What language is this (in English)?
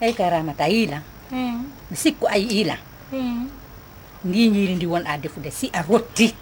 Fula